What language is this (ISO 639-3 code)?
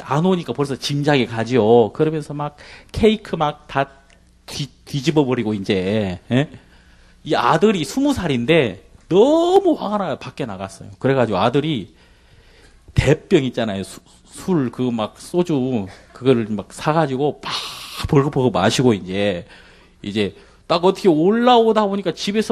kor